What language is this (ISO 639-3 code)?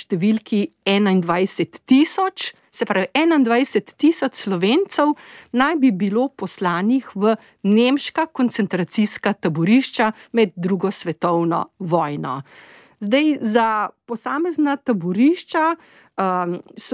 slv